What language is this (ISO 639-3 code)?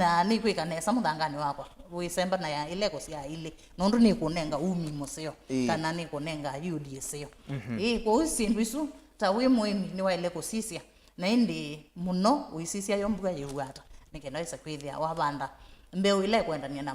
kam